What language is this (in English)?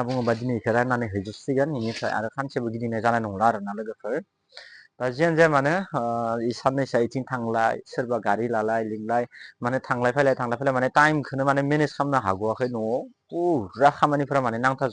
Bodo